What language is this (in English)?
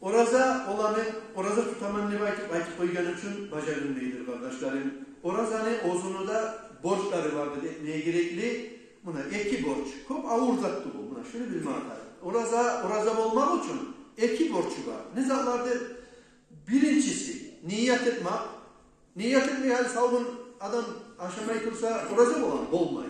Kumyk